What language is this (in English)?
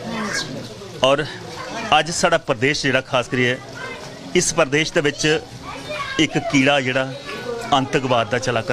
Dogri